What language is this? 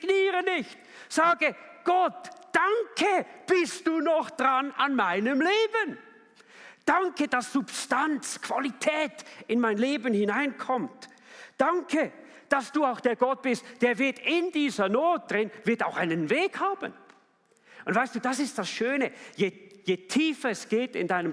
Swiss German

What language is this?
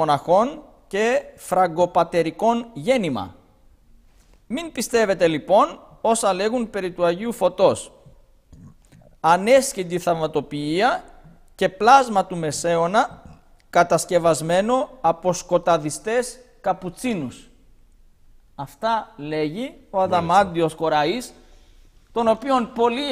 Greek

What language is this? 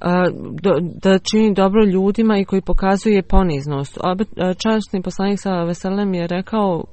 Bosnian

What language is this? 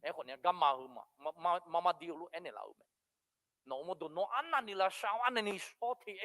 Akha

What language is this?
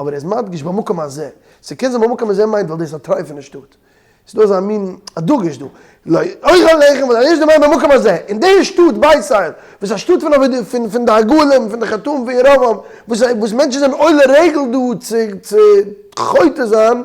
Yiddish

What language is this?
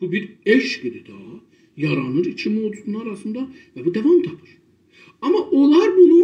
South Azerbaijani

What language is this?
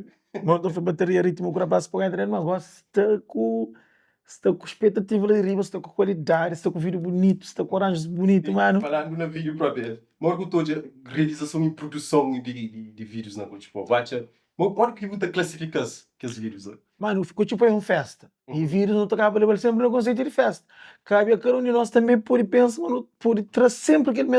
Kabuverdianu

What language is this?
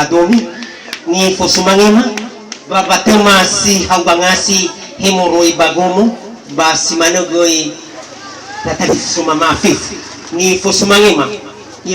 Nias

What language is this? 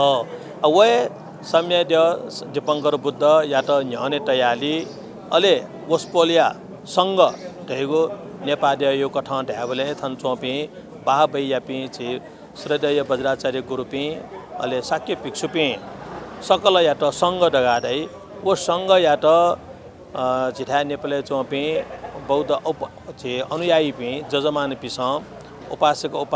Newari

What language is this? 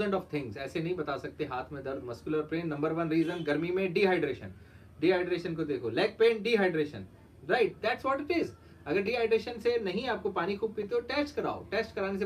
Hindi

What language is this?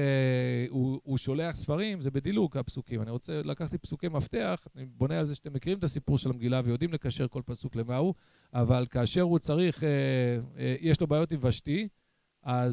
Hebrew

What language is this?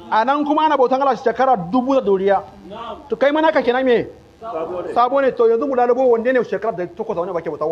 Hausa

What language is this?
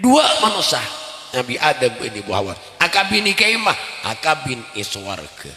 Madurese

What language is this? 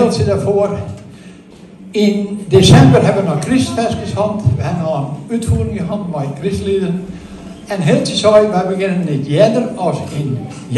Dutch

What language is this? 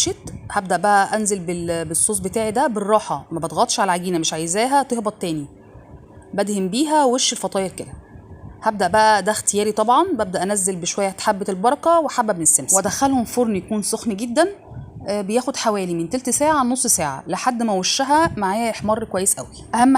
Egyptian Arabic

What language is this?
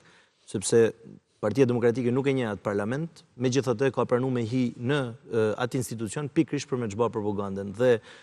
Albanian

